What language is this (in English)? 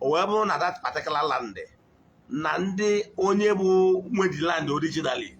Igbo